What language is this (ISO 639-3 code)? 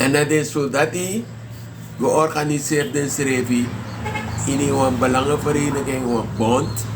srn